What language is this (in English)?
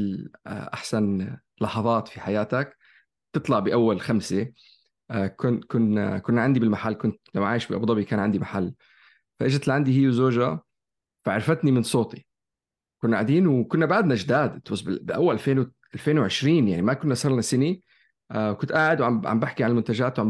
North Levantine Arabic